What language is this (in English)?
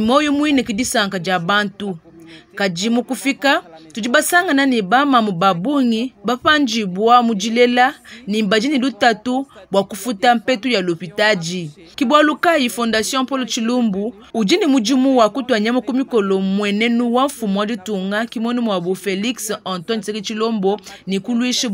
Luba-Lulua